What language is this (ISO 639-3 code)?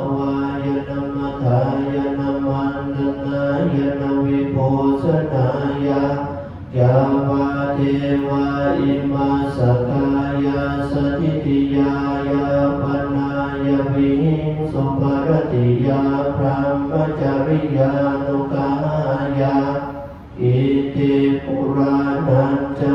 pli